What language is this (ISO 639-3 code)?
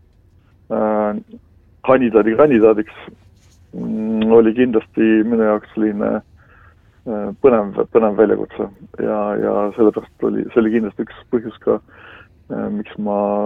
est